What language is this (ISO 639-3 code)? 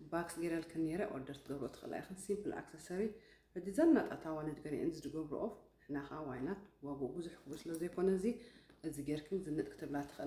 tir